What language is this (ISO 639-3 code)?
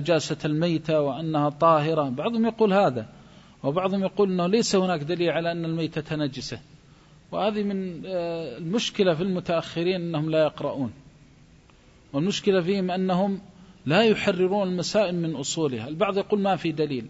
ara